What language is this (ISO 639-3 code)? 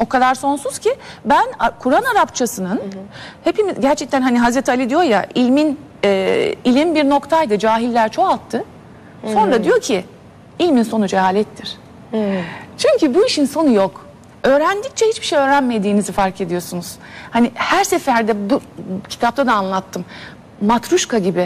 tur